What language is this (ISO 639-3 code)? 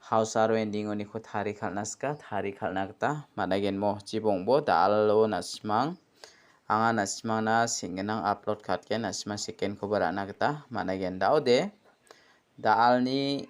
grt